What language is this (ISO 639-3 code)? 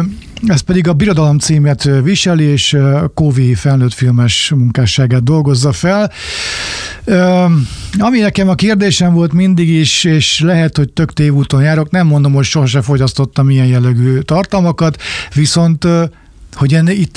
hun